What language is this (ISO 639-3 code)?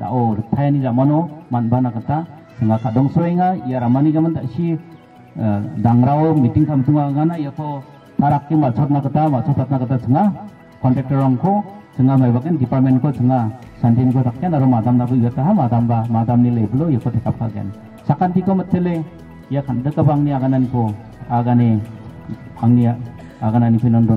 grt